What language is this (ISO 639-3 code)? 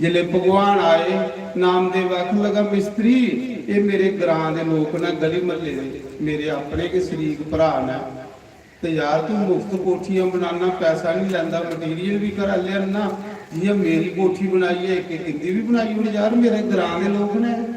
doi